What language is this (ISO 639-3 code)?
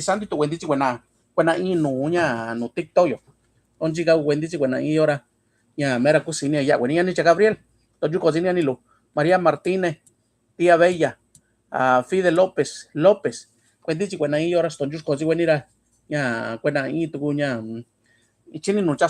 mix